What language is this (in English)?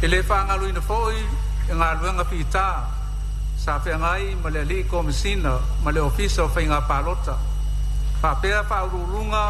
Samoan